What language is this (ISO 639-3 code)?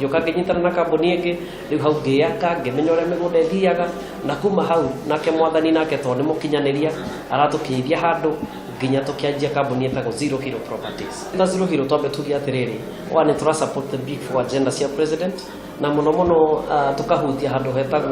kik